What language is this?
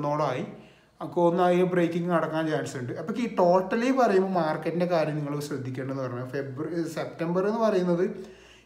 Malayalam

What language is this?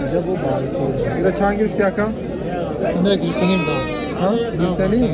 Tajik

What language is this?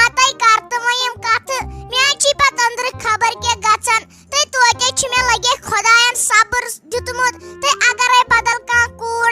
Kashmiri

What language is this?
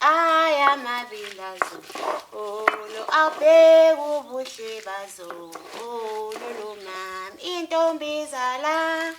Zulu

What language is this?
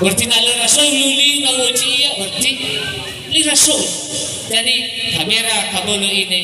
Nias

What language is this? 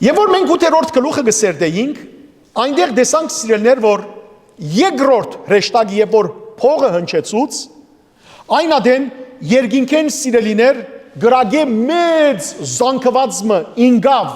Western Armenian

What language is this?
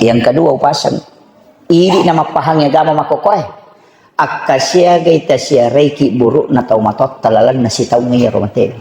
Buginese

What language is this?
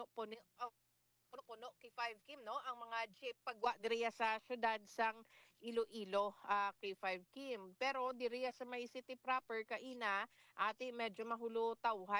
Hiligaynon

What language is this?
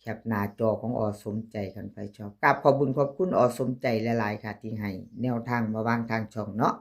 Northeastern Thai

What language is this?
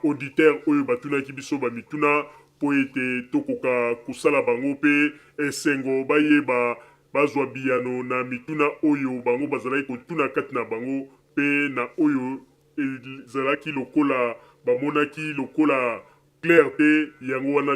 Lingala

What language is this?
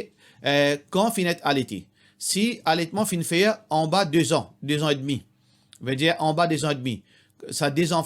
Morisyen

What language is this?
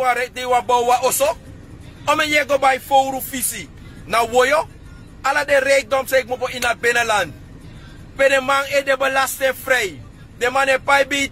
Sranan Tongo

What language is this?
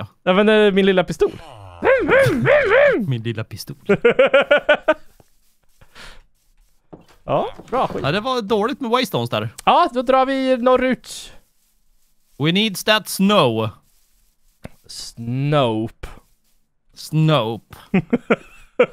Swedish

